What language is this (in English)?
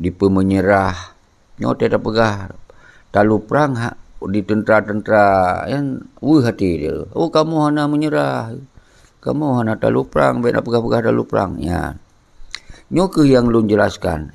Achinese